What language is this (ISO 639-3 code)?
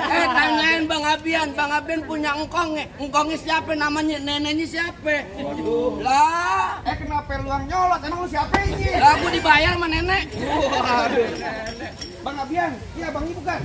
bew